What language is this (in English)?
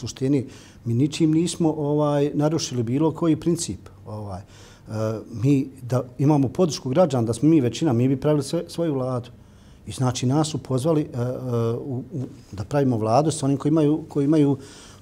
Bosnian